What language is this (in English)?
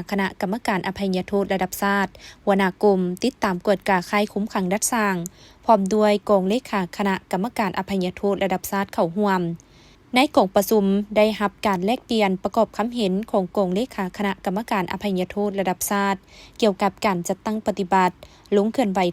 Lao